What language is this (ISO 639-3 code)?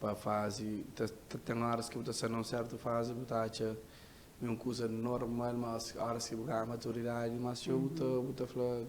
kea